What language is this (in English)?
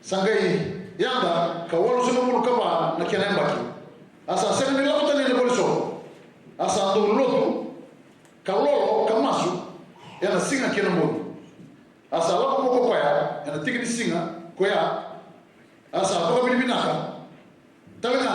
Fijian